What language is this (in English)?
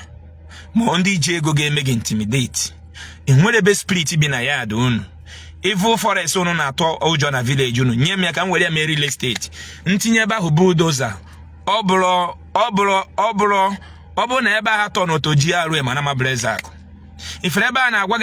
Igbo